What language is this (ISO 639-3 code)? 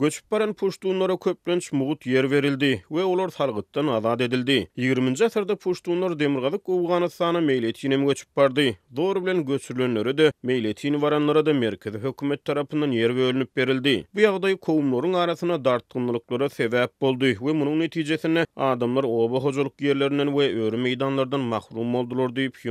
tuk